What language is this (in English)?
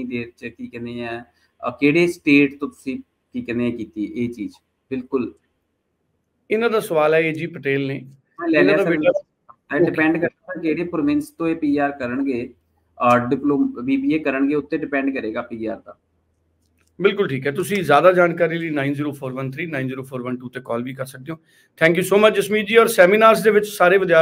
Punjabi